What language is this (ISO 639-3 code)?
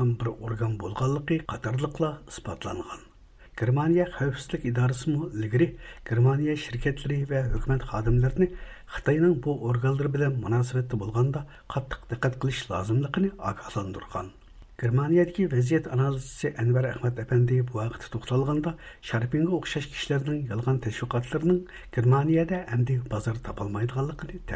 uig